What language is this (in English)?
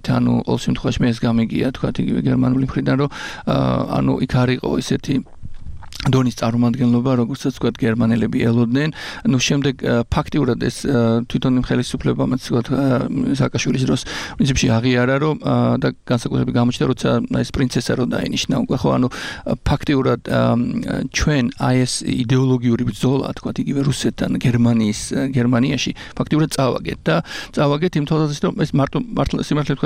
Georgian